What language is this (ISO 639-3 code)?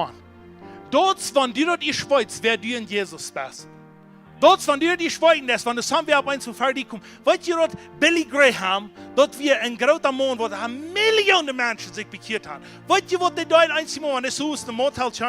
pdt